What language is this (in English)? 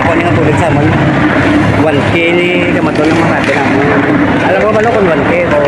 Hiligaynon